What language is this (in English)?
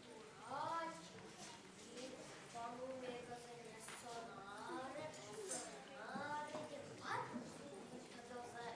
Chuvash